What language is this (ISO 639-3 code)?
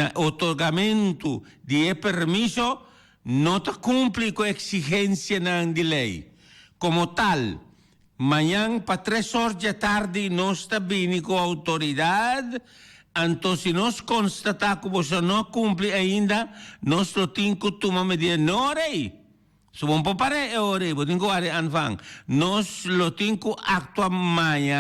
pap